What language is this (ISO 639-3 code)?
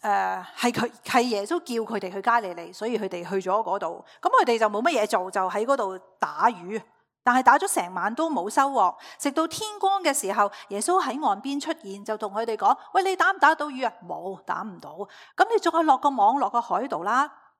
yue